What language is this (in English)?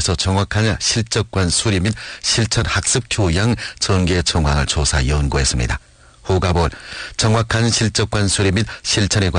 Korean